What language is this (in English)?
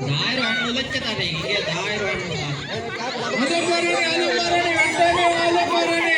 Divehi